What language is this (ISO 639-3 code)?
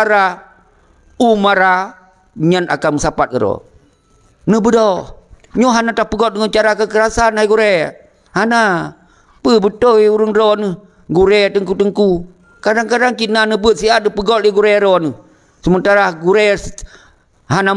ace